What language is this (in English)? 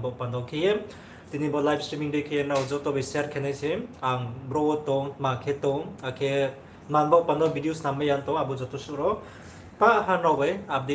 Riang (India)